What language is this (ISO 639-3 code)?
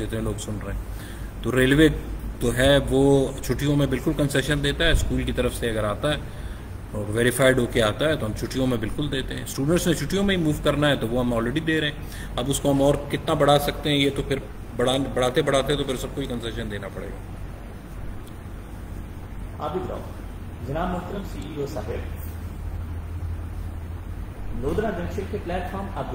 urd